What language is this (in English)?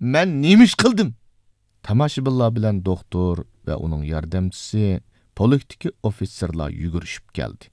Uyghur